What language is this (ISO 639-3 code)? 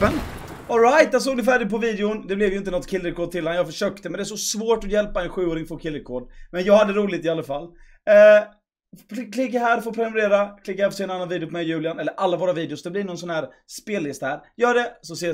swe